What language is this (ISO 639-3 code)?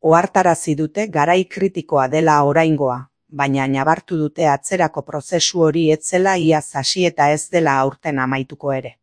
eus